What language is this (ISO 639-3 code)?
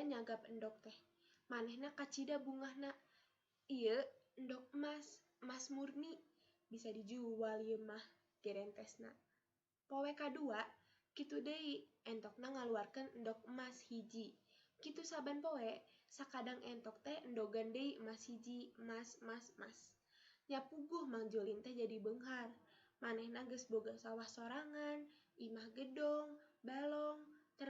sun